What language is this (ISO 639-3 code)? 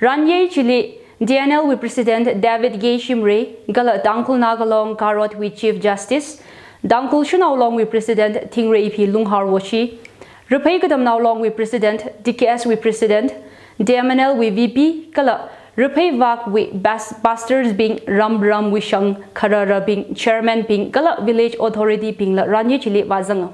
nmf